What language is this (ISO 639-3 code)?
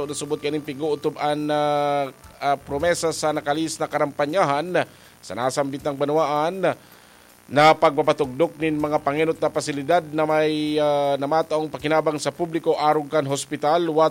bik